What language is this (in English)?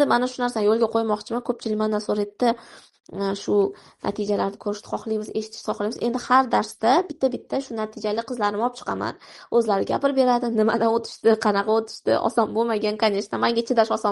Uzbek